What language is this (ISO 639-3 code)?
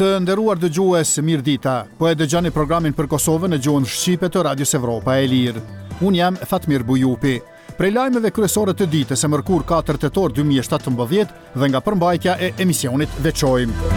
sqi